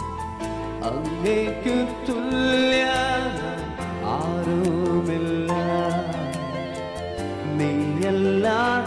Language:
Malayalam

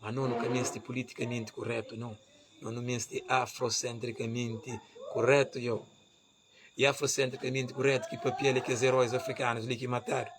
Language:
Kabuverdianu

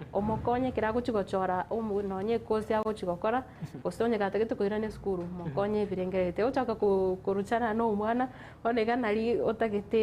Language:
Gusii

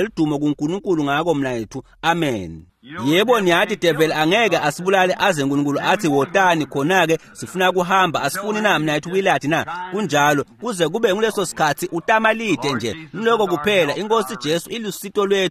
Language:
Swati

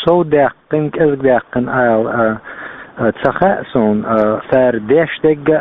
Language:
Chechen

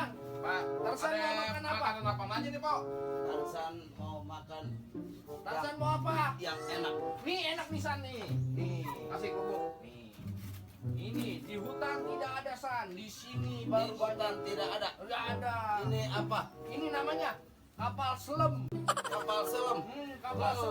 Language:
Betawi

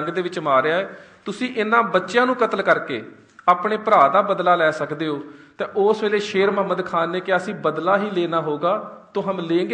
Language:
Punjabi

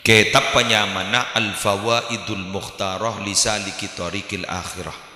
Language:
Madurese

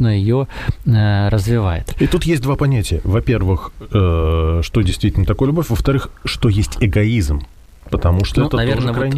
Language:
Russian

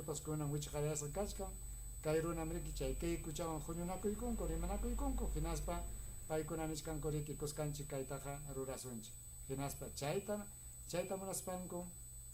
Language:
Ayacucho Quechua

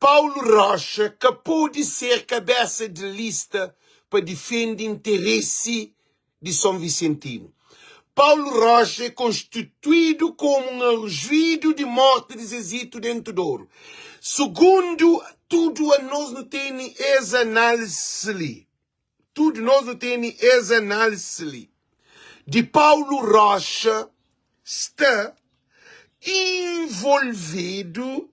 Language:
Kabuverdianu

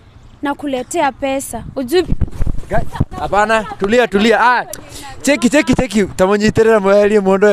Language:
Swahili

